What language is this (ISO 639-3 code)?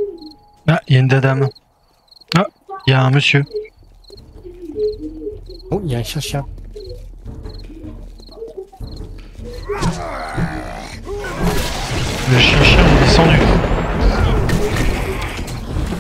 fra